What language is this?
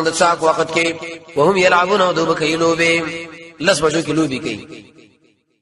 Pashto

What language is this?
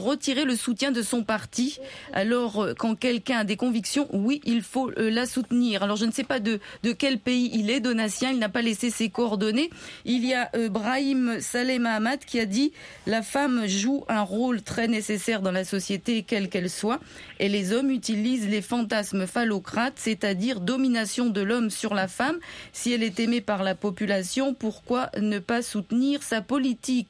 French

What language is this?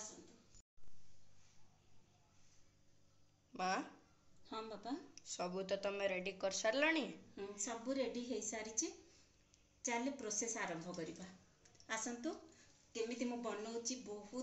Odia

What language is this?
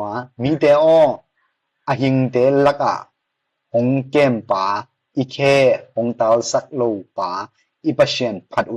Tedim Chin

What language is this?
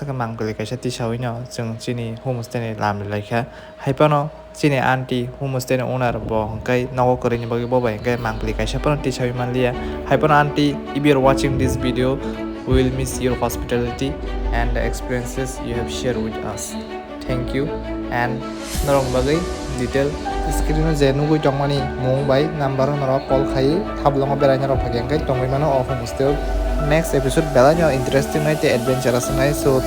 Kok Borok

